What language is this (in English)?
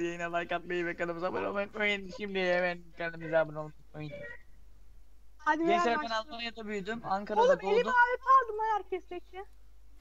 Turkish